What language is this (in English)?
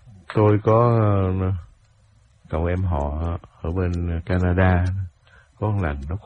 Vietnamese